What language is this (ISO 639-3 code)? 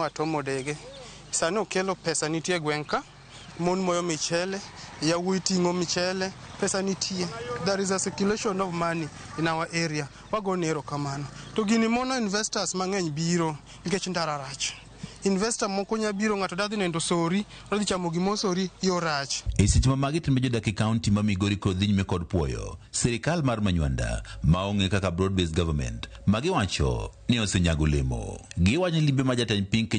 luo